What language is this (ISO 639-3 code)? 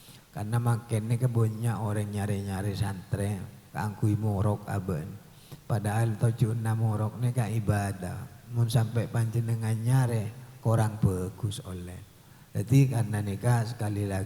mad